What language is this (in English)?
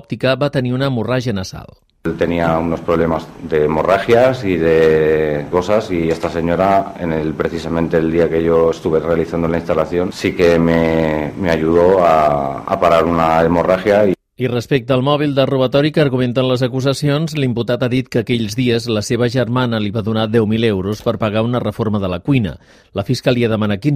Catalan